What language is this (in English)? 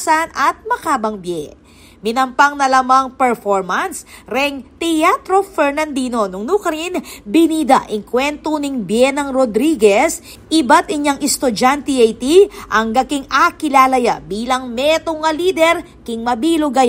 Pampanga